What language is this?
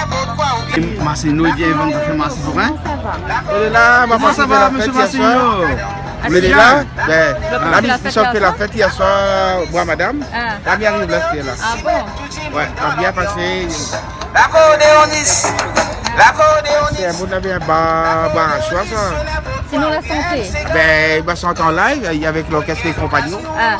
Réunion Creole French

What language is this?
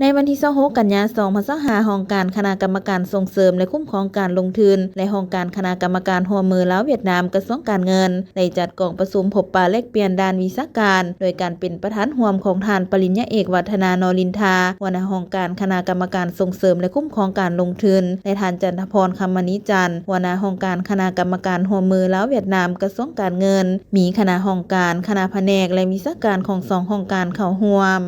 Lao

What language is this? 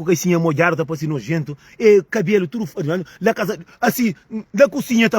Kabuverdianu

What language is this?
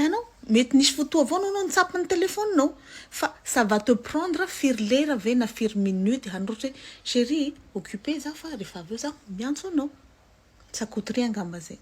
Malagasy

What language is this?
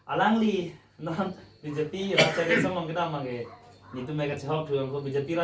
Karbi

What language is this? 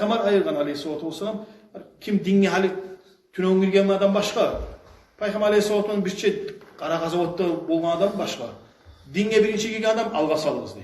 Kumyk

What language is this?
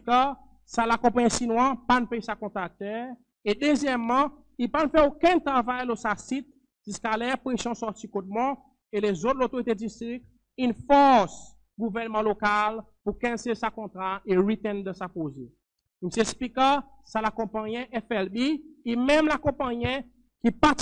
Seselwa Creole French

